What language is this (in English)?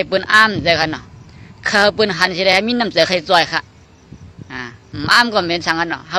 Shan